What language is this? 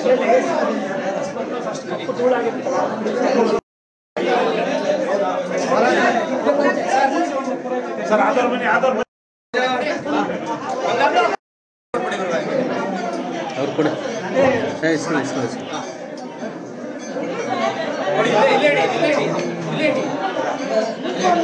Kannada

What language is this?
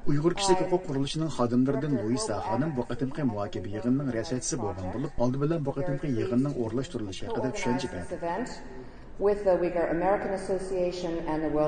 Uyghur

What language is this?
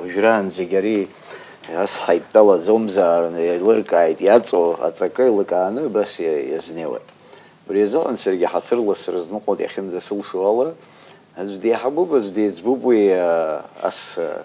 Abkhazian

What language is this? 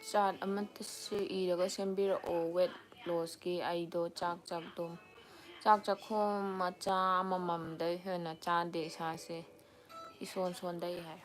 Manipuri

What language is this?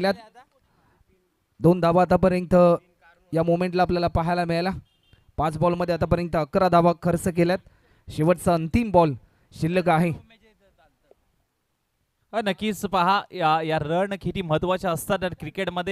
Marathi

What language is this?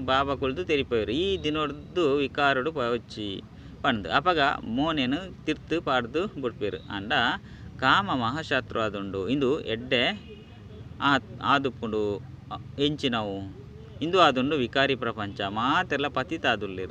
Tulu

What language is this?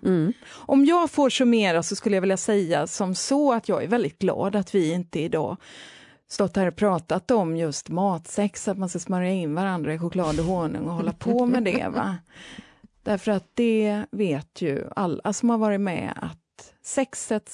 Swedish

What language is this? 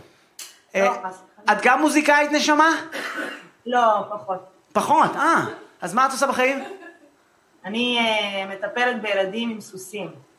Hebrew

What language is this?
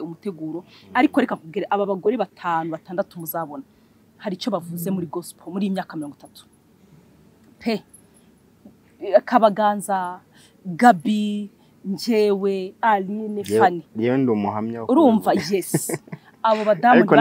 Kinyarwanda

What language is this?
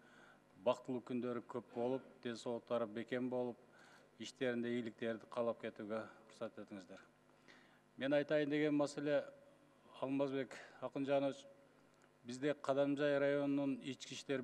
Kyrgyz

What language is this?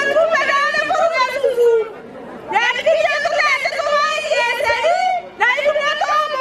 Gusii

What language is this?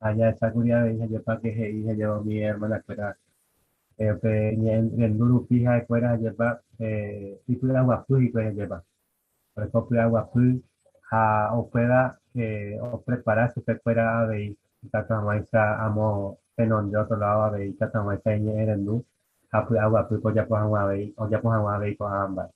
Guarani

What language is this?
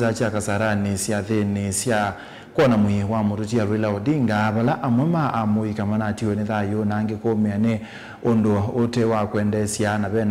Kamba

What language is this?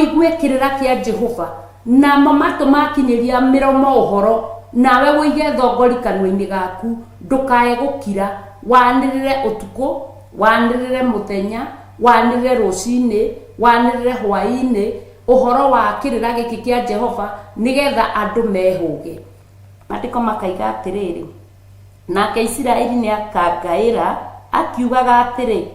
Kikuyu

